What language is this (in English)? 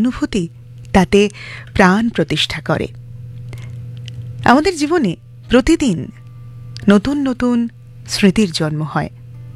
Bangla